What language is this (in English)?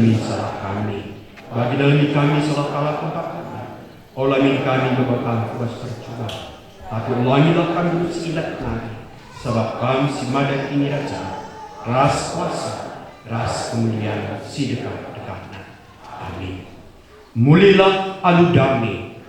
Batak Karo